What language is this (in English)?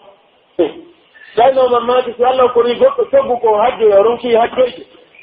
Pular